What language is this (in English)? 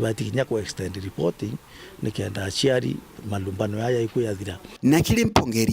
Meru